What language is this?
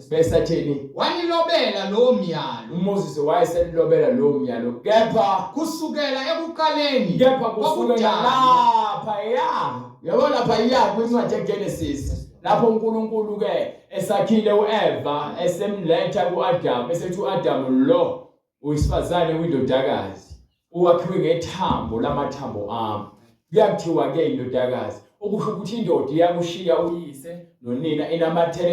Zulu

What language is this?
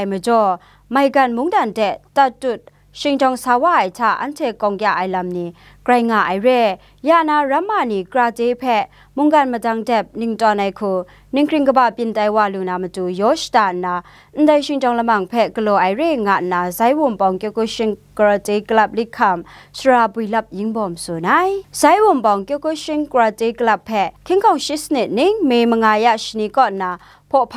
Kachin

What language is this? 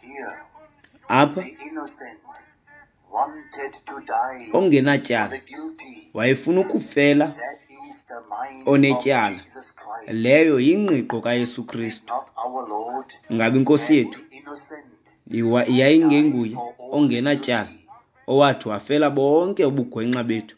Xhosa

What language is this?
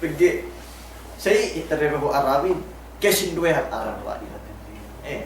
Yakan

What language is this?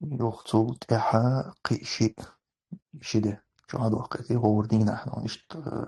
Chechen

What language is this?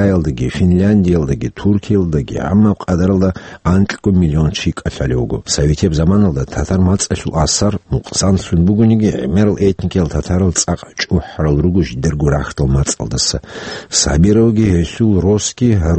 Avaric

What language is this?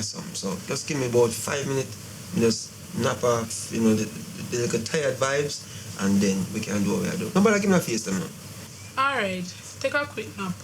Jamaican Creole English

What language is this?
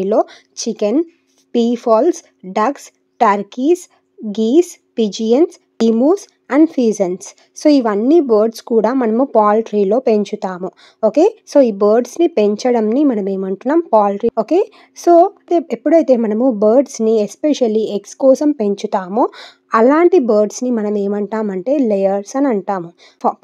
Telugu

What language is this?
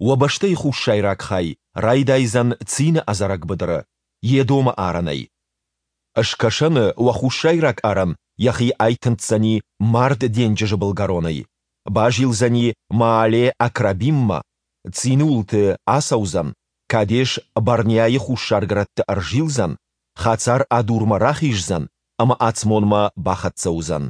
Ossetic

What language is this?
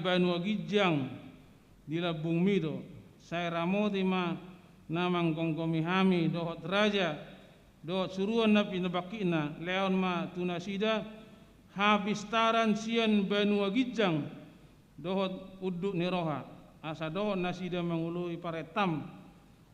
Batak Toba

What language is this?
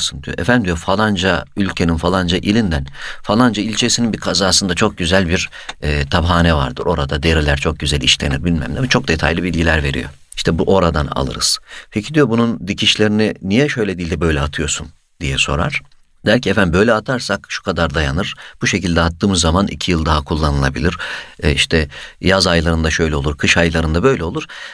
Turkish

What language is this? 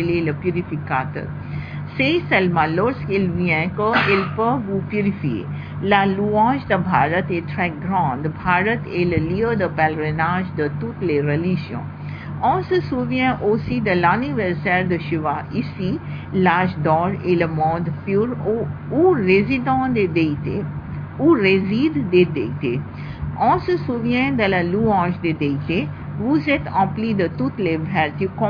French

